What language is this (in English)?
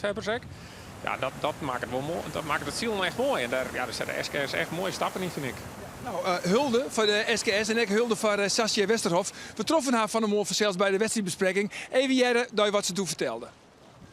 Western Frisian